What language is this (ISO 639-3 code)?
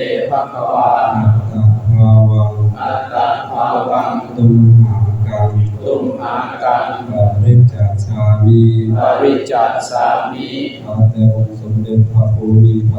pli